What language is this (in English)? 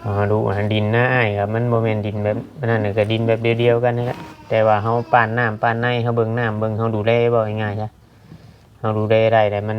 Lao